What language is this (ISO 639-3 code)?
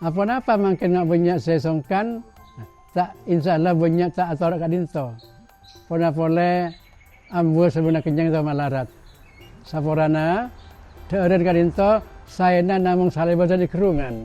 mad